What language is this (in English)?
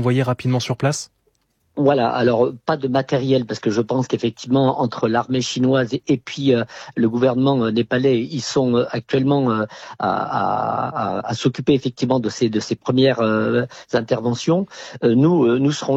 French